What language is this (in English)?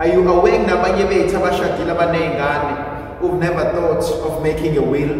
Zulu